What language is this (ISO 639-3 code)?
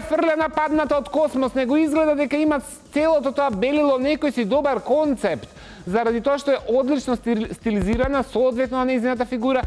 mkd